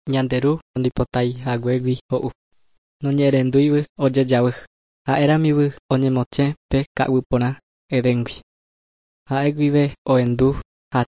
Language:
Guarani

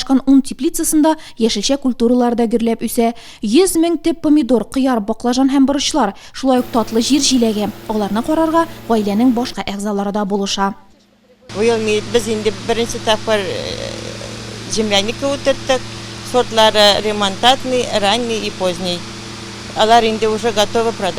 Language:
Tatar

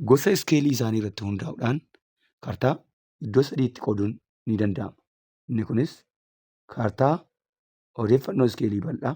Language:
Oromo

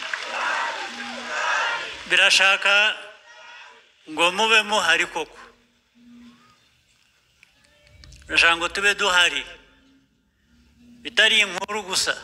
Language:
Kinyarwanda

